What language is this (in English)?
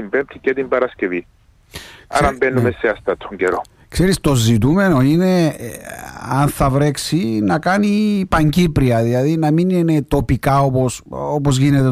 Greek